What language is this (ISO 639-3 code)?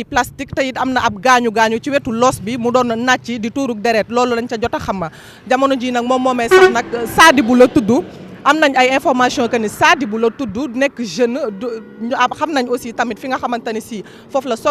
wol